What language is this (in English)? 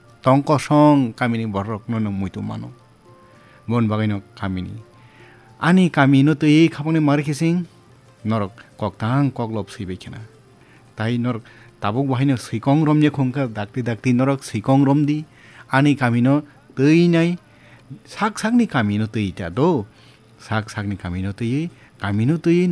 Kok Borok